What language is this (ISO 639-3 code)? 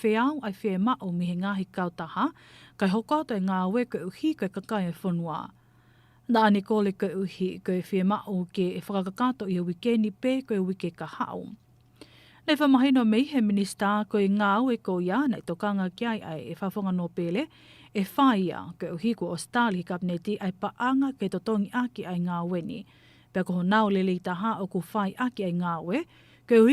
ton